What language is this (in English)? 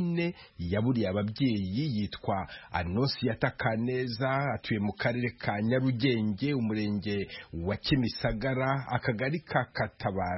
Kinyarwanda